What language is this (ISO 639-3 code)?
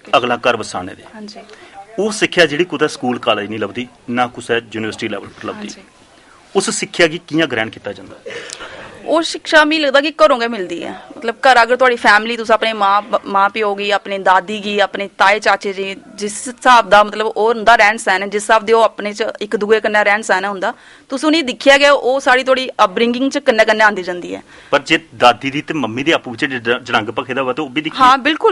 doi